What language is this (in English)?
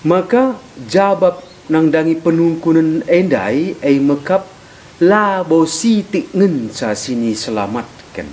Batak Karo